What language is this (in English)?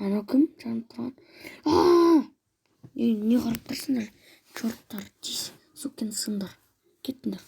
Kazakh